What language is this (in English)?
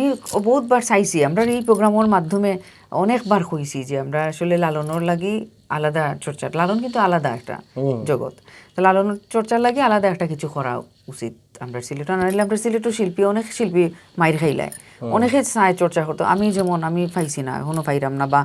Sylheti